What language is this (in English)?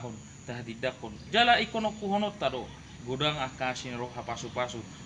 Batak Toba